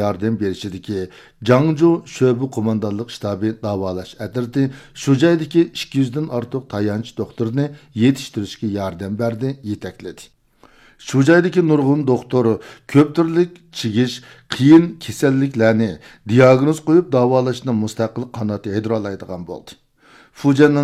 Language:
Uyghur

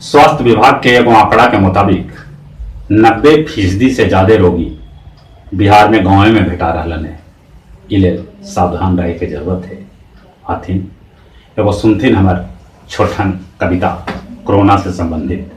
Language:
Magahi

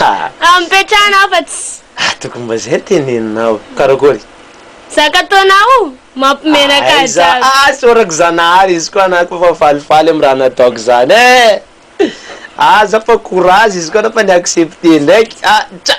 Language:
Malagasy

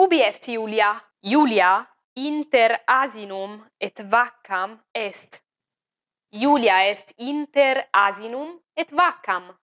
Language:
Latin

